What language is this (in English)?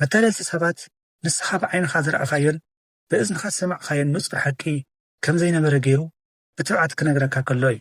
Tigrinya